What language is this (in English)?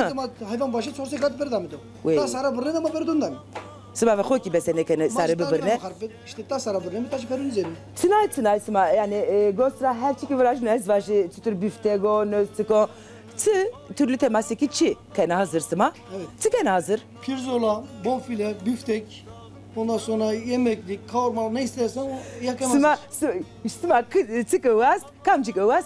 Zaza